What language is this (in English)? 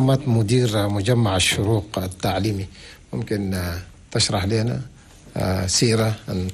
Chadian Arabic